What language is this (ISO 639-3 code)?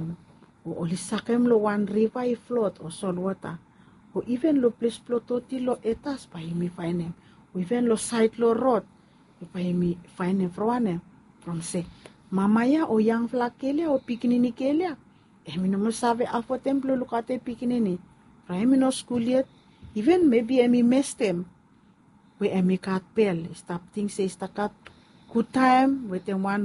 bis